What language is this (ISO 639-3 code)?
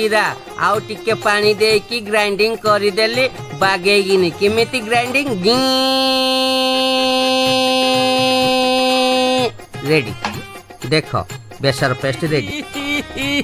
ori